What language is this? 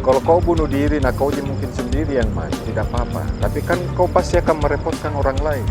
Makassar Malay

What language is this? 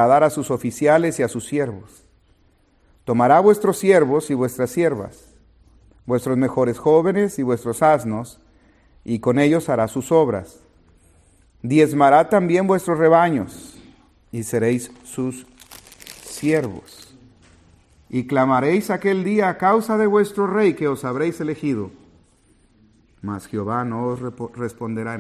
Spanish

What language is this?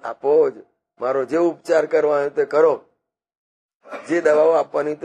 Gujarati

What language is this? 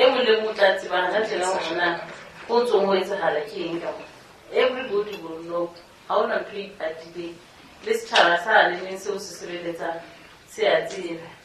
Southern Sotho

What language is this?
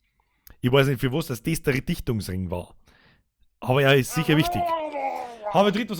Bavarian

